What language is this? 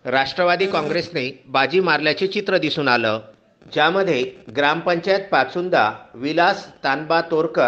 Marathi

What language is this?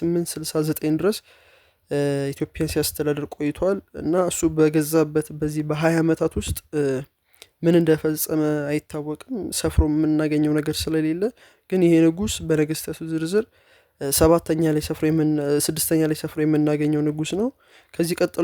Amharic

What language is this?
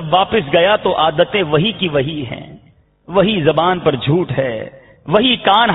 Urdu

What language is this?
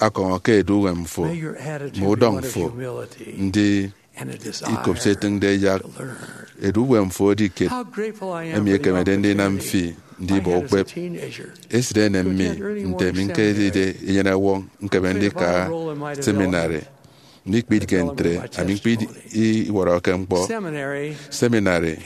Efik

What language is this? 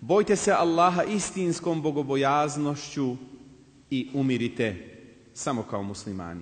Bosnian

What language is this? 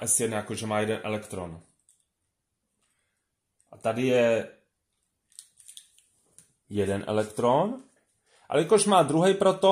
Czech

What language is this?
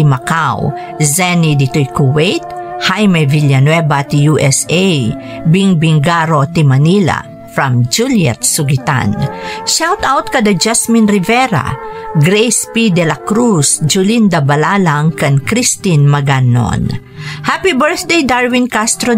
Iloko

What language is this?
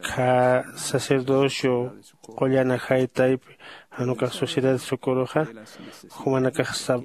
Aymara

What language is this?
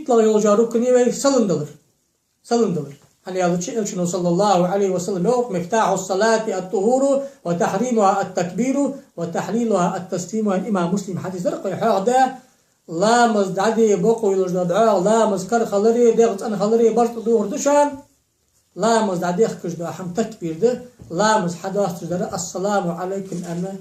Ingush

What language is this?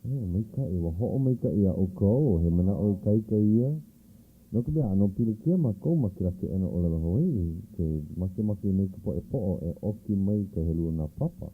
Hawaiian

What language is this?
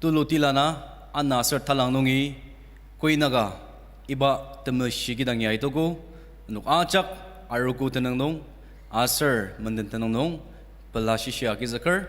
Ao Naga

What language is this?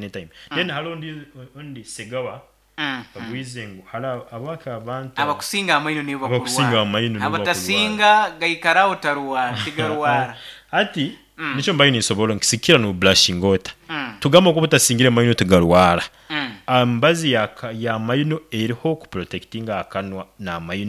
Nyankole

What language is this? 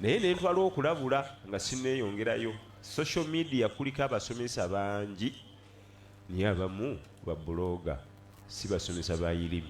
Ganda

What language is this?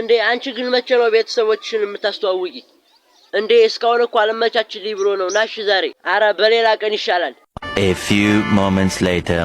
Amharic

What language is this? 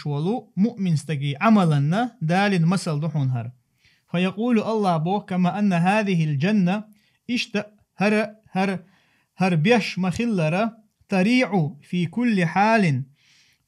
Chechen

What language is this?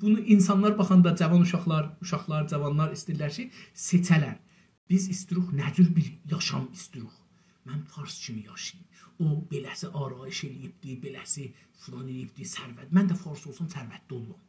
South Azerbaijani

